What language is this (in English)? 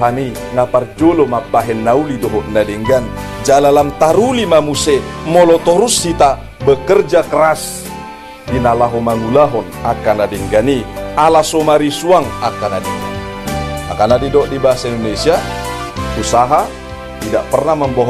Batak Toba